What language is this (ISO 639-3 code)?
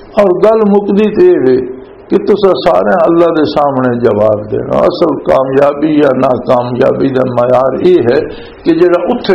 lah